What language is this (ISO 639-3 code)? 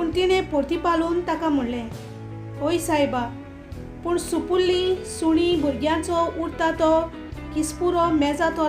kok